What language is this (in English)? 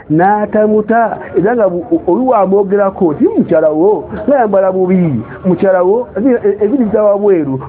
Ganda